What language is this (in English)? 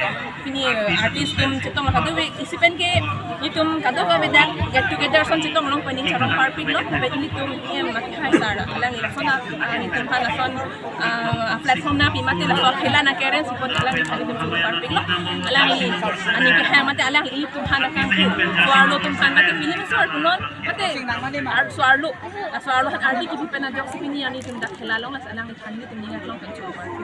Karbi